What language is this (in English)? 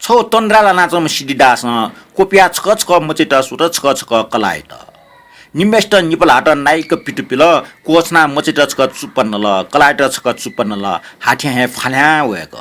Newari